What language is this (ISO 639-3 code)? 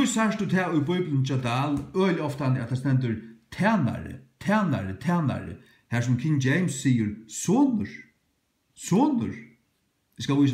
fao